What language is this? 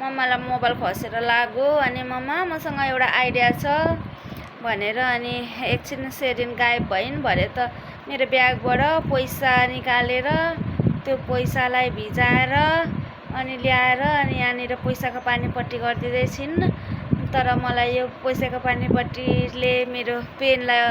Nepali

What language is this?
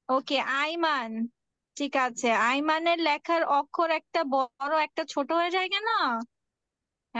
Bangla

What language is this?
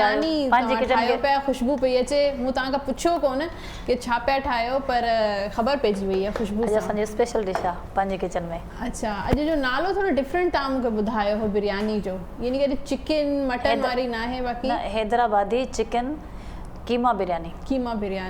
Sindhi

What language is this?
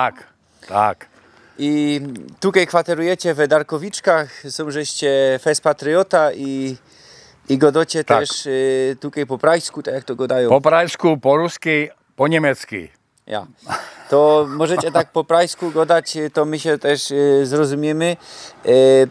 Silesian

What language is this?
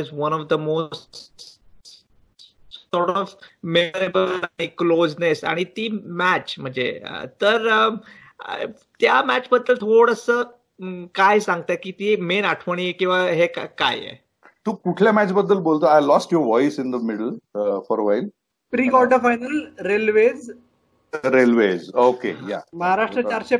Marathi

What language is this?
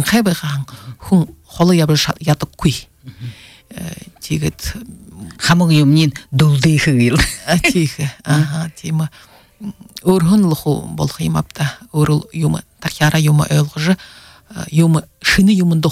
Buriat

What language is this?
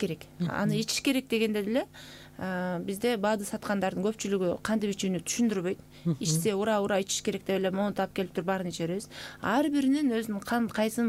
Kyrgyz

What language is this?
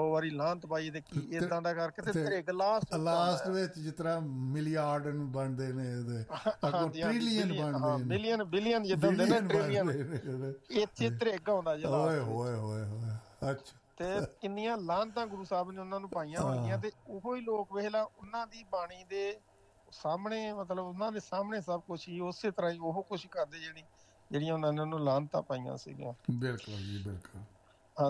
Punjabi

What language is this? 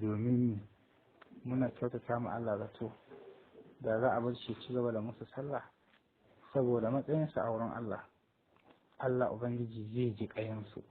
Hausa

